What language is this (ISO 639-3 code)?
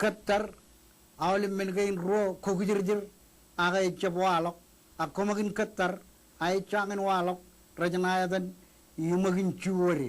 mah